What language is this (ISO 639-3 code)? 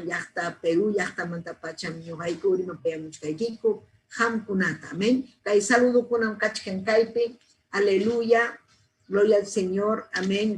quy